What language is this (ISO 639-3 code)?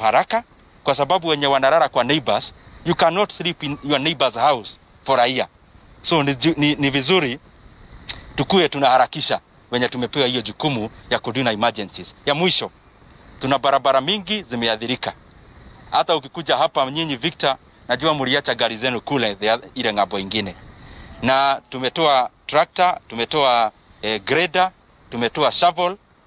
swa